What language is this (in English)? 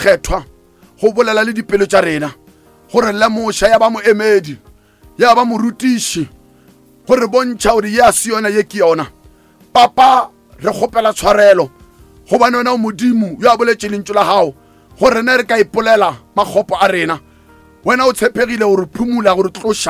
Northern Sotho